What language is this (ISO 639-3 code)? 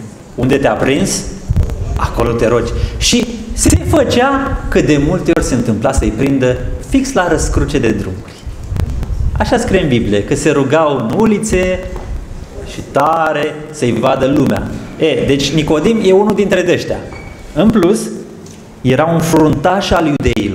ron